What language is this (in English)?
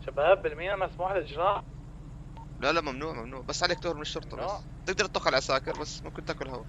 North Levantine Arabic